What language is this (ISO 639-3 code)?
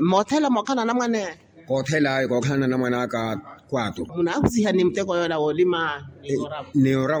vmw